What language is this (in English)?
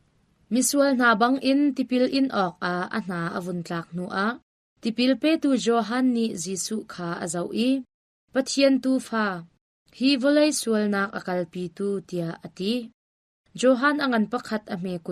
Hakha Chin